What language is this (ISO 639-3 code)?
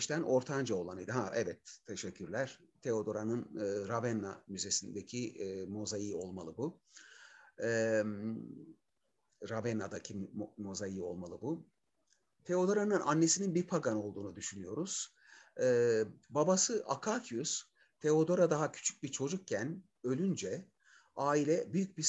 tur